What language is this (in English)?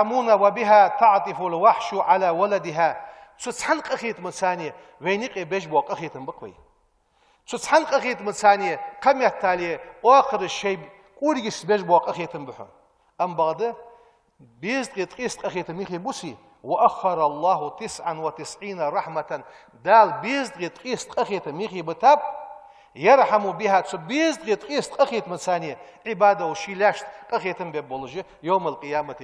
Ingush